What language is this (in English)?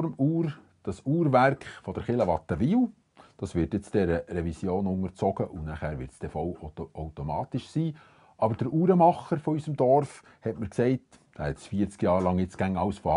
Swiss German